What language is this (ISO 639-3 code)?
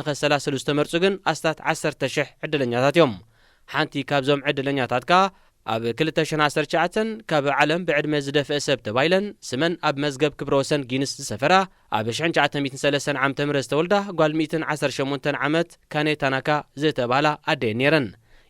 tir